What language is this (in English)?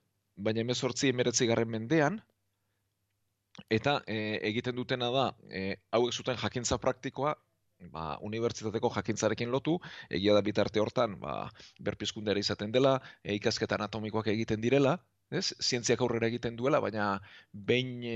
Basque